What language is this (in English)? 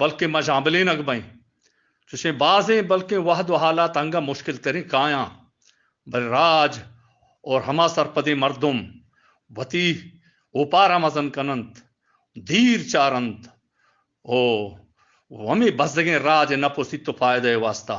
Eastern Balochi